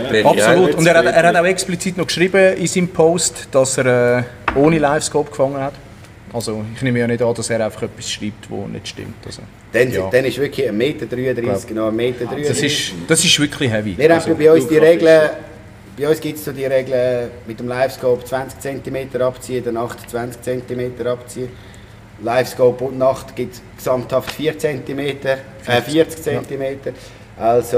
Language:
Swiss German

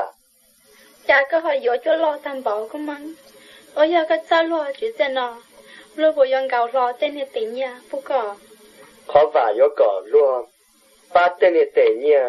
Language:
Hmong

